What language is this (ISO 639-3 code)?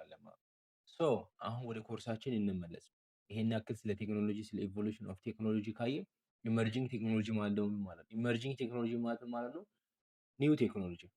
amh